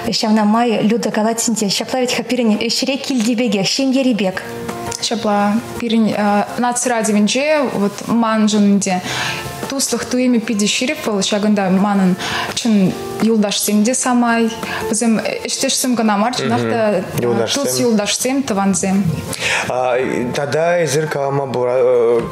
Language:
Chuvash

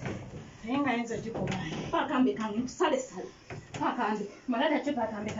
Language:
Ganda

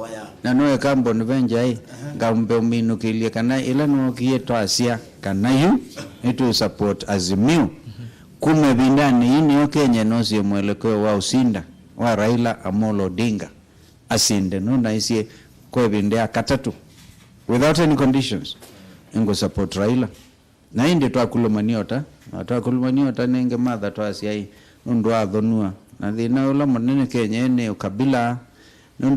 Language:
Kamba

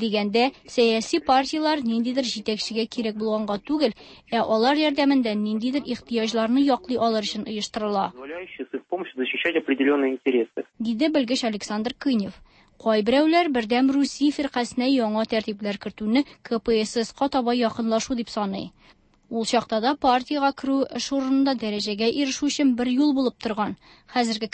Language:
Tatar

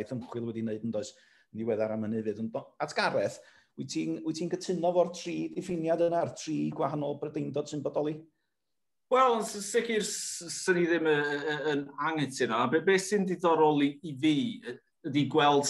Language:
Welsh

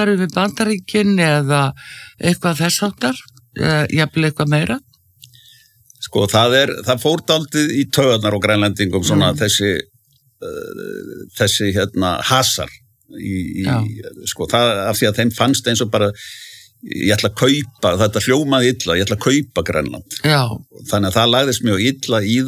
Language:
Icelandic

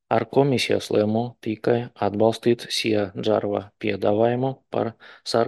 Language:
Latvian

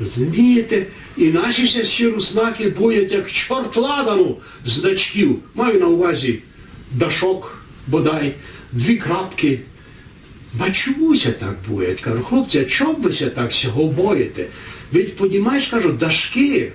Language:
Rusyn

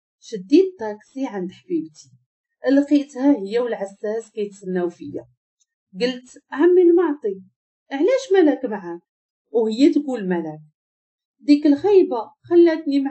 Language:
Moroccan Arabic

